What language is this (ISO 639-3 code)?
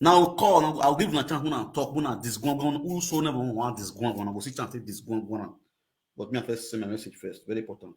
pcm